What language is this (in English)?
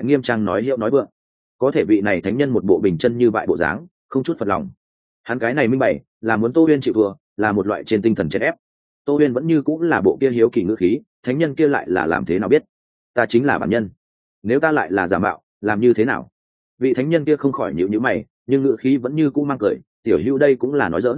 Vietnamese